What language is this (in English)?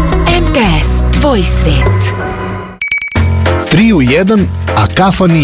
Serbian